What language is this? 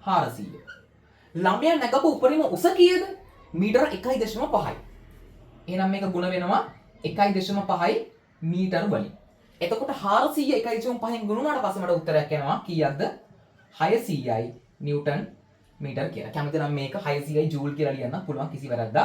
Sinhala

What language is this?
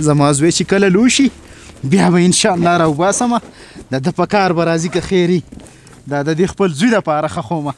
Pashto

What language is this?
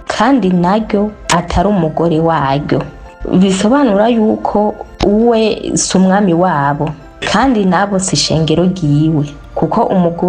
Rundi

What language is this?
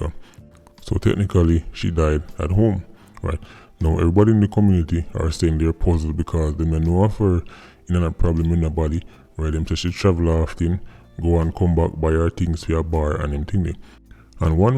Jamaican Creole English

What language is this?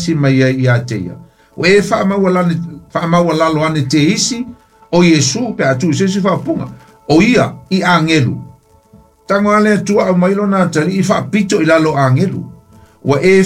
Samoan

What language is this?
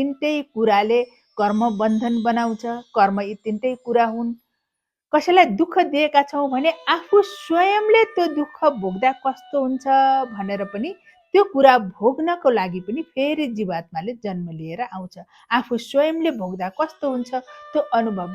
Nepali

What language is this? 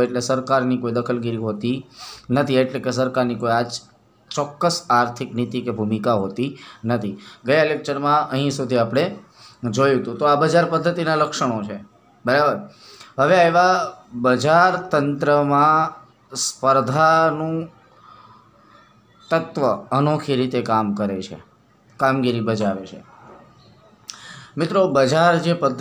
Gujarati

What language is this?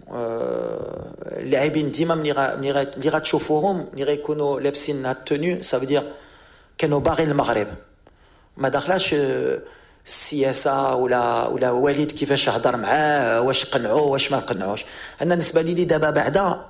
Moroccan Arabic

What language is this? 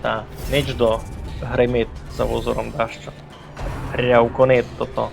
Rusyn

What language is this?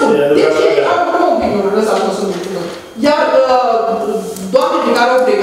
Romanian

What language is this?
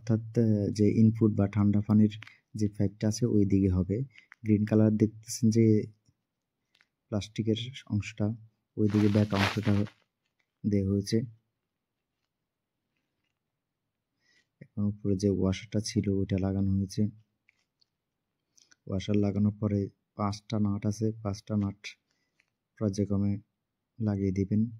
Bangla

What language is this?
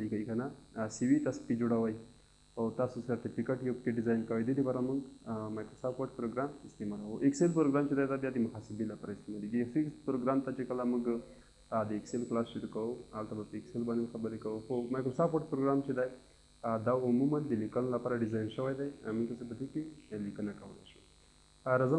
Pashto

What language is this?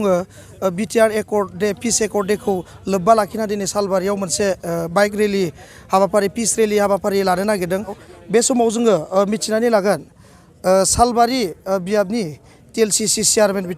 Bodo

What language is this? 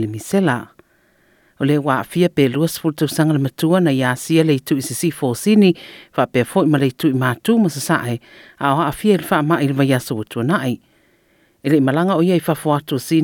Samoan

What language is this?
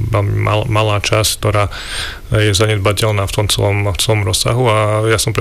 Slovak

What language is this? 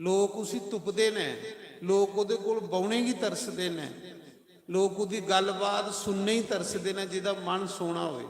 Dogri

